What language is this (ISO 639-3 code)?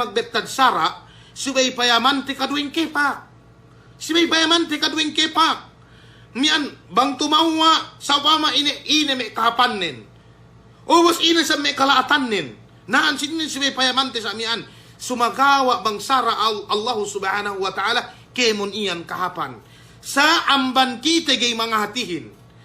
yka